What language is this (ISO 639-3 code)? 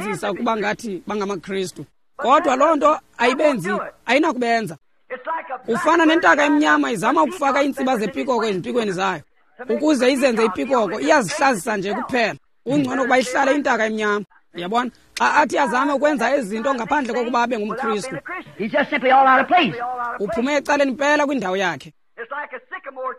xho